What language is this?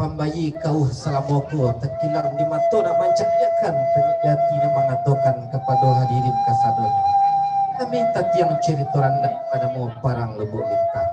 Minangkabau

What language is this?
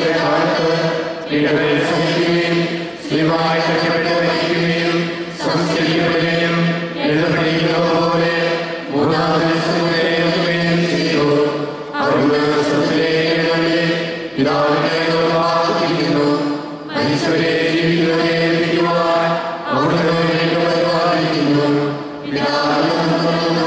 Malayalam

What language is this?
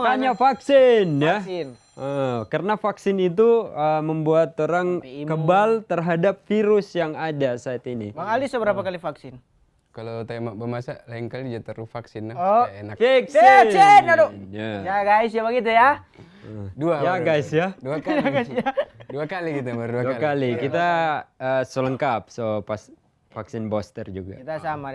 Manado Malay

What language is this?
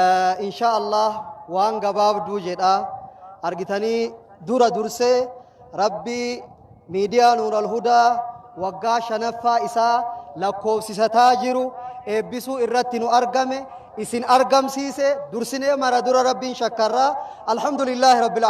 Oromo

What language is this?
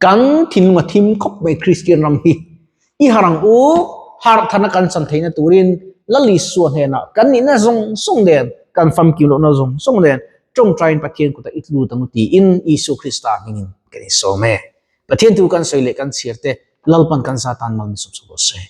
Mizo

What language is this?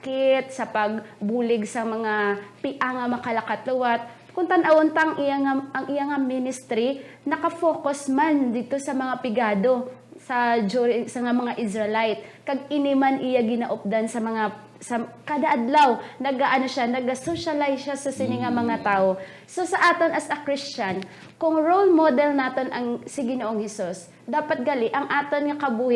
Hiligaynon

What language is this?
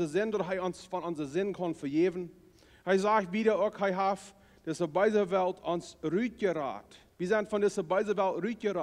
Plautdietsch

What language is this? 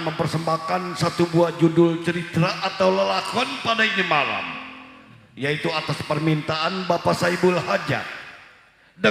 Betawi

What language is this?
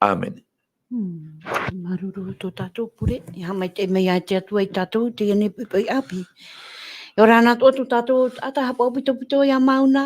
Tahitian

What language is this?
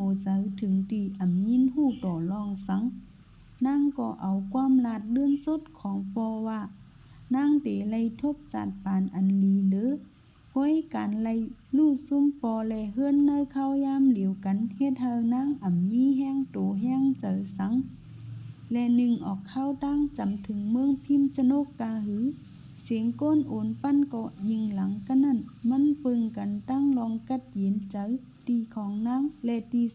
Shan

